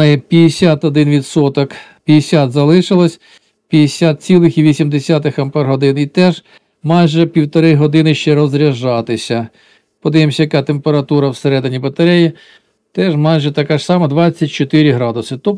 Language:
Ukrainian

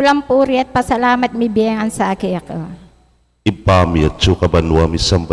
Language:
Pampanga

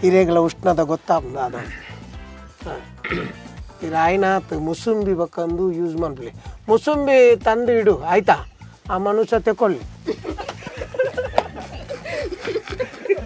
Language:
Kannada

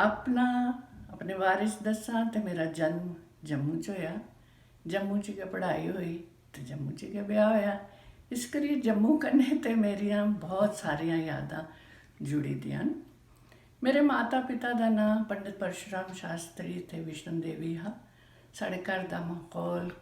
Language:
Dogri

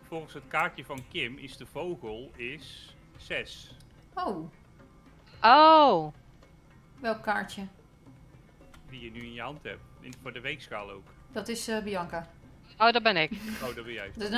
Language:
Dutch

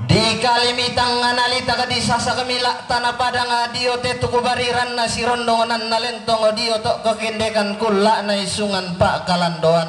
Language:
Toraja-Sa'dan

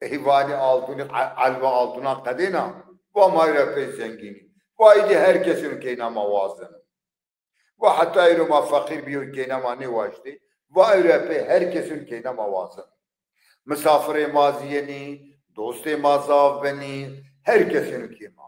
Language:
Zaza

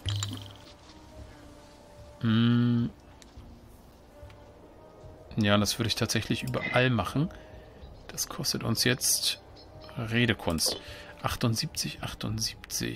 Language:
German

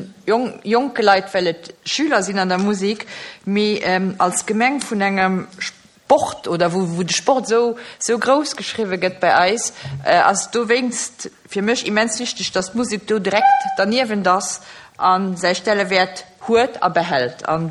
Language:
Luxembourgish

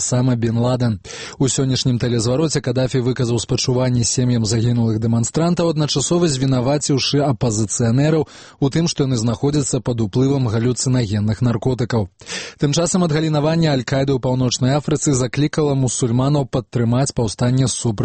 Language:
Belarusian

